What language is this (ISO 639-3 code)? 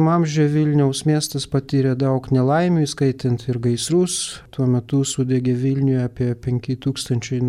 lit